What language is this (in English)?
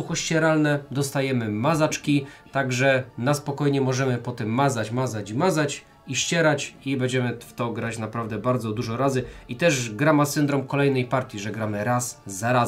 Polish